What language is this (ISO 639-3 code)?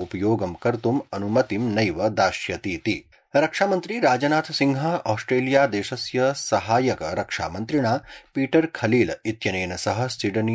san